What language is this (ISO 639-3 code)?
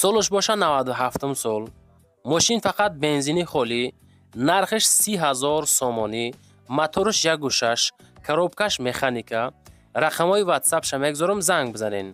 tgk